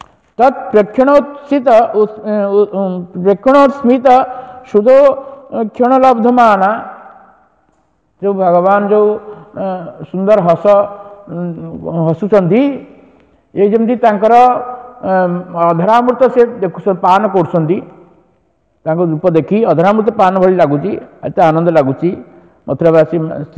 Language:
Odia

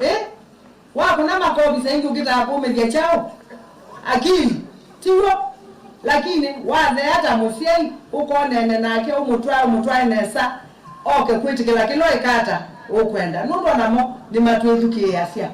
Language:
Kamba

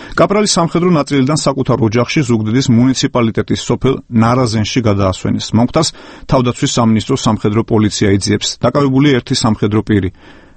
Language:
Georgian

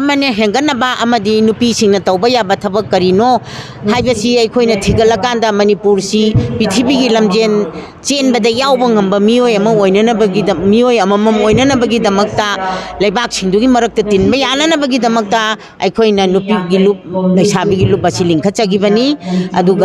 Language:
Manipuri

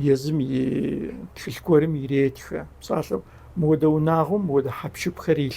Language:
Kabardian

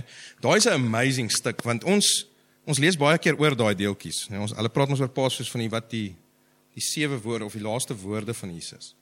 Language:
Afrikaans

